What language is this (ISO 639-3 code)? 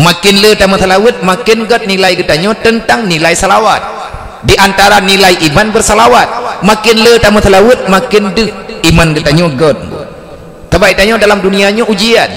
ace